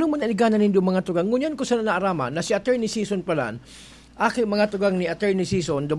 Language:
Bikol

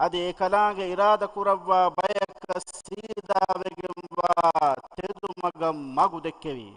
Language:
Divehi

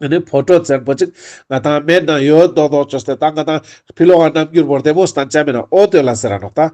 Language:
Ladakhi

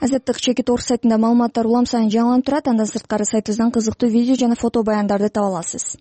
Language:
Kyrgyz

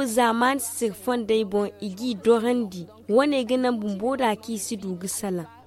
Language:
Zarma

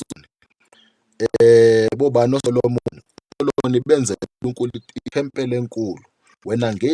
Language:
Zulu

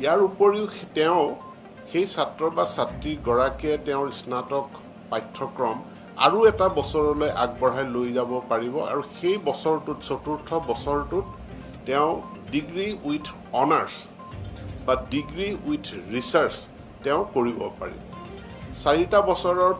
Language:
Assamese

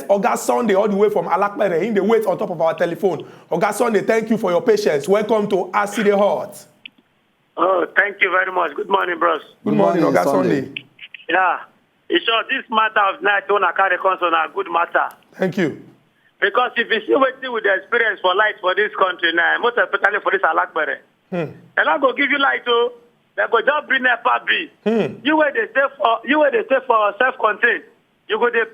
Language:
Nigerian Pidgin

